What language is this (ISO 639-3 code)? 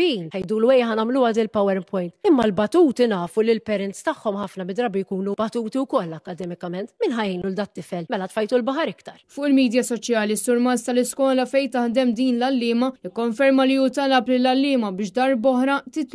mlt